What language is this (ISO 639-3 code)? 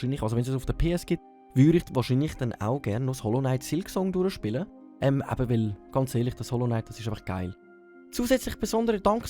gsw